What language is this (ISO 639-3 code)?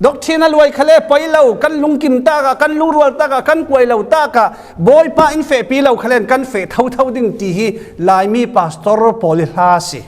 cfm